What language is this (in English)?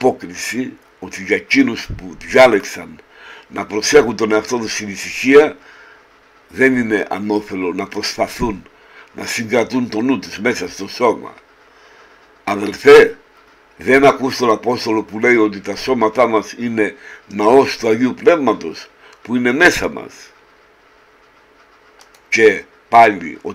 Greek